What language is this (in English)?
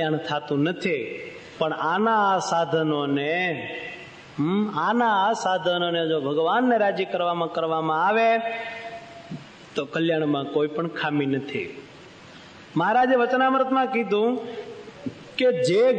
Gujarati